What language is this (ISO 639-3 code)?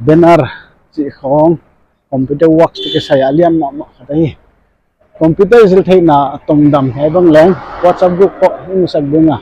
pck